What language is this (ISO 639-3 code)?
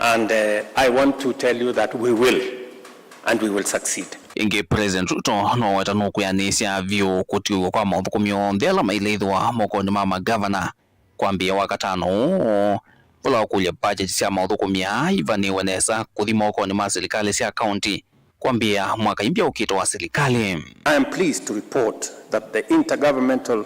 kam